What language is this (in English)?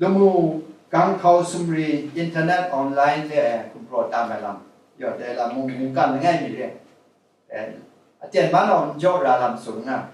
Kachin